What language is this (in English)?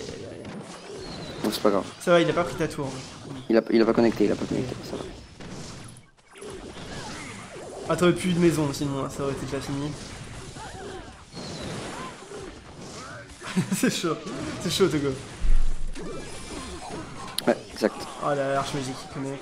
French